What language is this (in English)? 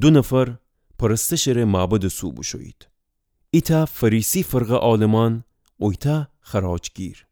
Gilaki